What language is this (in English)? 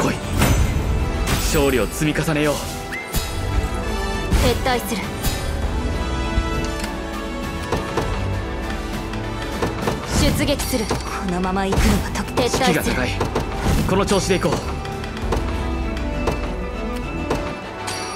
Japanese